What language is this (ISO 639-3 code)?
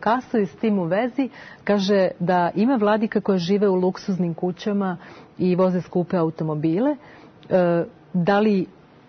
srp